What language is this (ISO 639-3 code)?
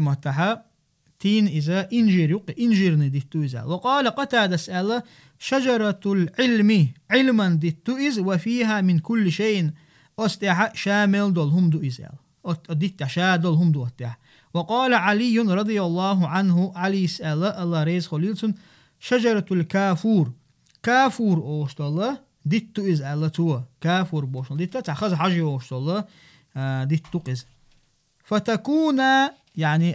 che